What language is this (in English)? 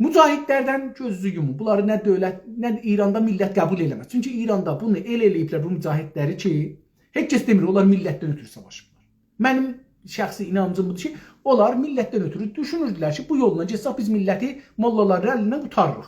South Azerbaijani